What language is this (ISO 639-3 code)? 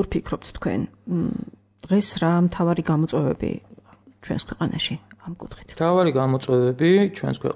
kat